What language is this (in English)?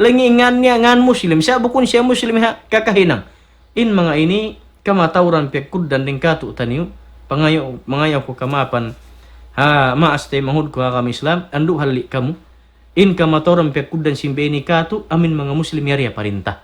Tausug